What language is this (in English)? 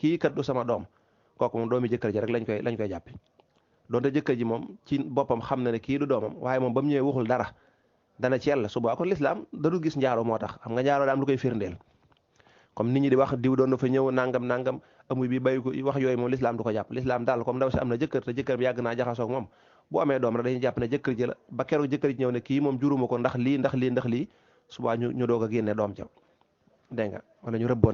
Wolof